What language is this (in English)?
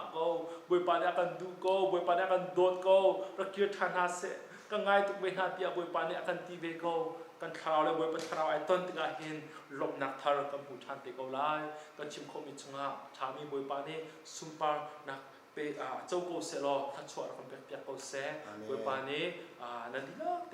Hakha Chin